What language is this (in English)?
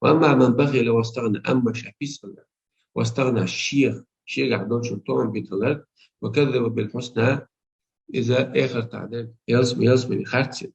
Chechen